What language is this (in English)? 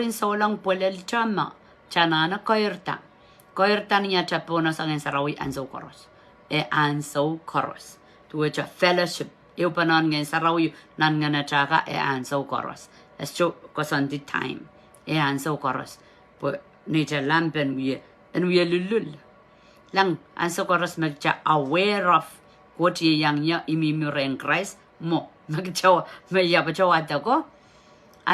Pohnpeian